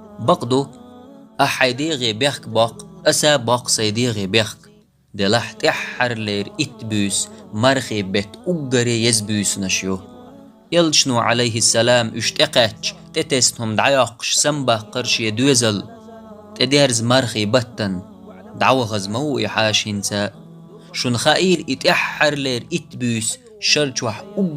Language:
Chechen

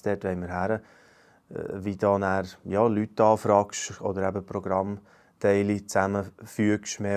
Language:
Swiss German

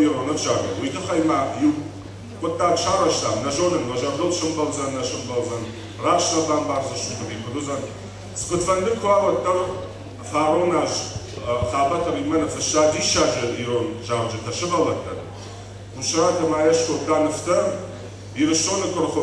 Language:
Ossetic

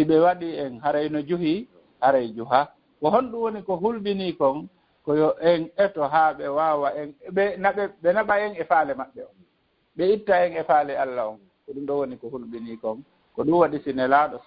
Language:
Fula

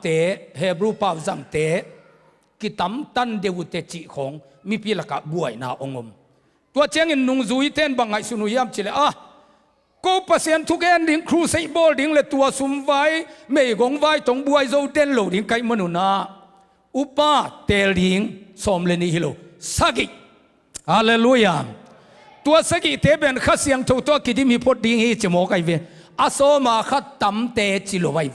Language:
Tedim Chin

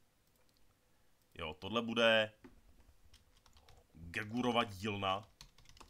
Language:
Czech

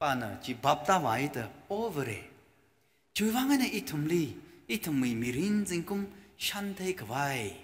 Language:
Tangkhul Naga (India)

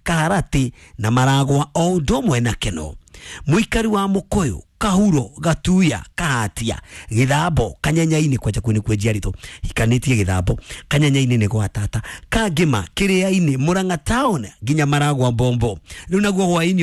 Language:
Kikuyu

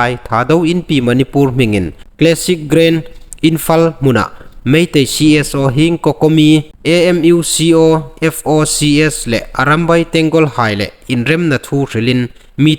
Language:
Hmar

